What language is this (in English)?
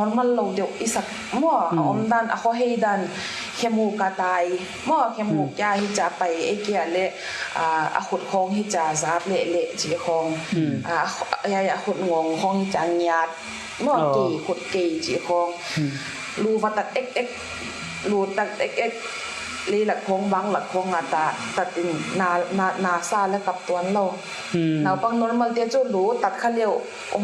Paite Chin